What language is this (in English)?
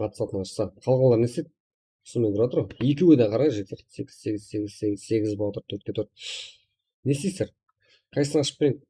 Kara-Kalpak